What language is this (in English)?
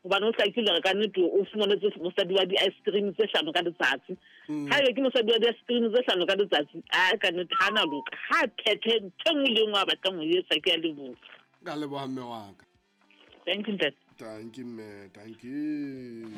Southern Sotho